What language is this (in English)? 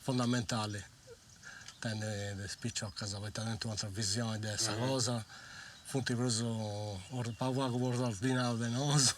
Sardinian